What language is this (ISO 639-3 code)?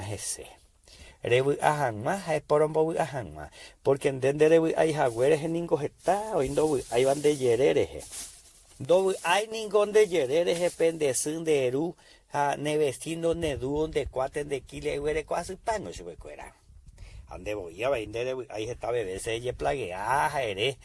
grn